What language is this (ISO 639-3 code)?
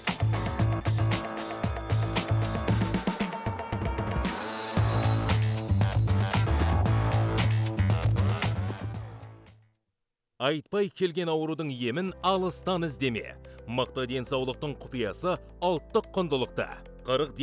kaz